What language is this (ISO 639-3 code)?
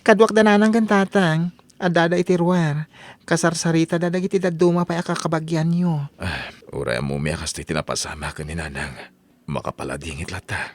ilo